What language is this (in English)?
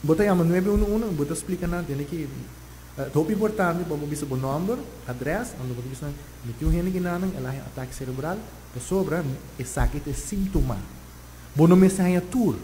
Papiamento